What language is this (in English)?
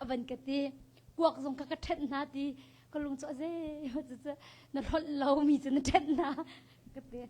Hakha Chin